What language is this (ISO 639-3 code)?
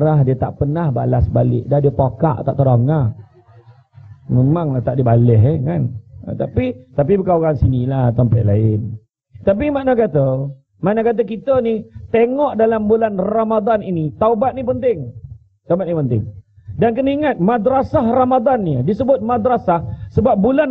msa